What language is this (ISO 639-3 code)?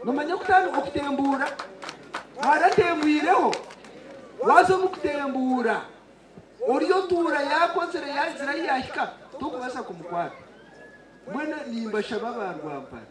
nyn